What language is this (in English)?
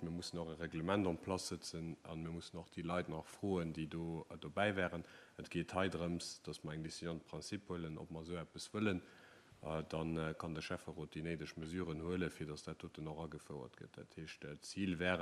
Luxembourgish